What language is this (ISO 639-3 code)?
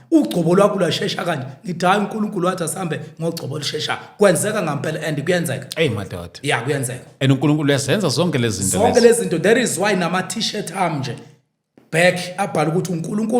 zul